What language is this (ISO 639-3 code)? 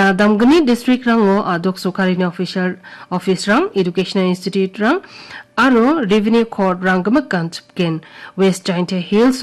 grt